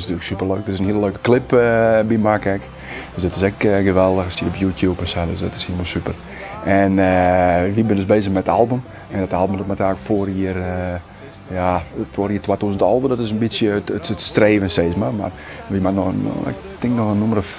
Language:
Western Frisian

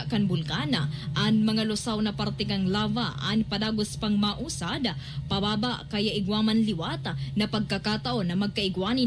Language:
Bikol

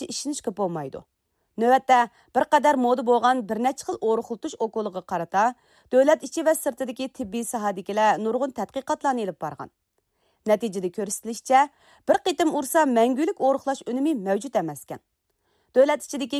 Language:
Uyghur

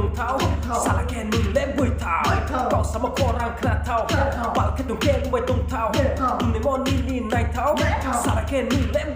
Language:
Riang (India)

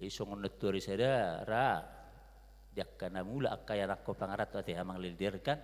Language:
Batak Toba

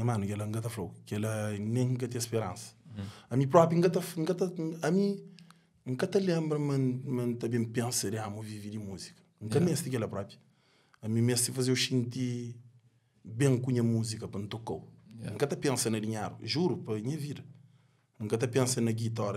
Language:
Kabuverdianu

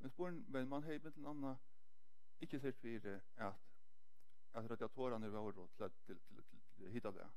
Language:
Faroese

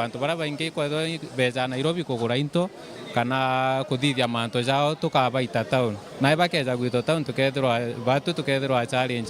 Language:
Meru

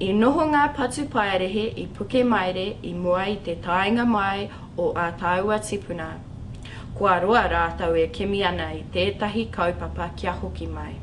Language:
Māori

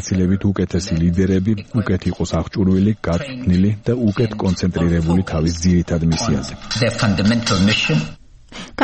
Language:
Georgian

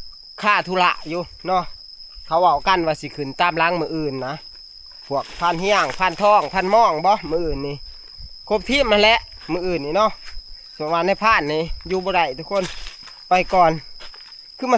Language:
Northeastern Thai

